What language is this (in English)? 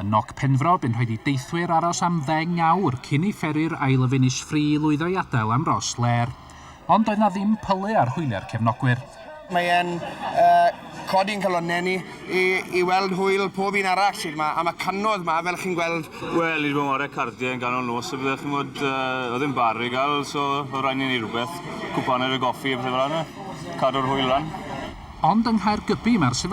Welsh